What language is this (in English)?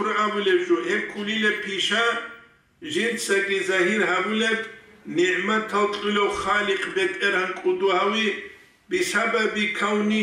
Avaric